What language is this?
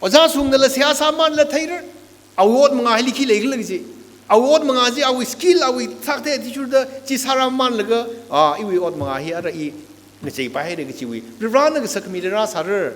Tangkhul Naga (India)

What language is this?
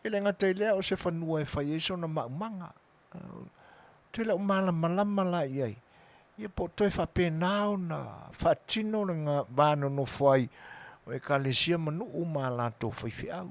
Samoan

